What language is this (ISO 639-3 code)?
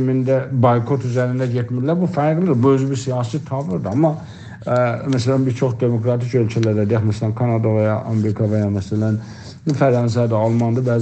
azb